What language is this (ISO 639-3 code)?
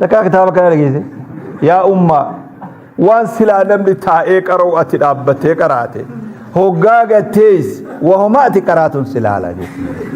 orm